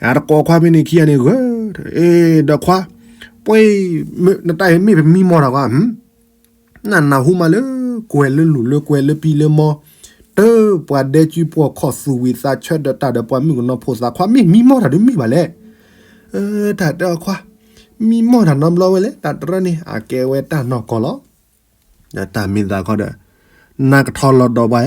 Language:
S'gaw Karen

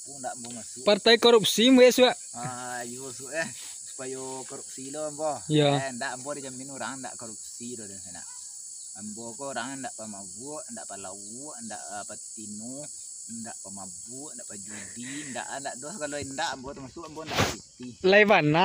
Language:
Minangkabau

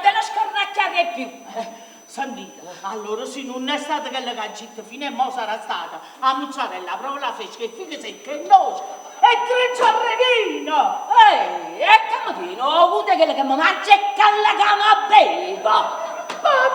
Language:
Neapolitan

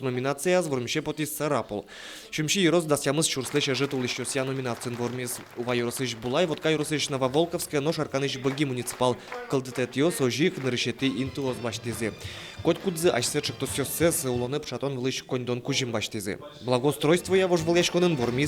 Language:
Udmurt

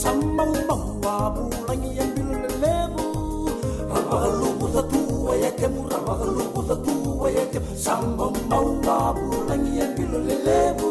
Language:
Fijian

